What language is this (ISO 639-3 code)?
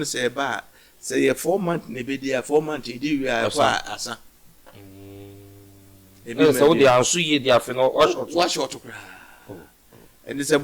aka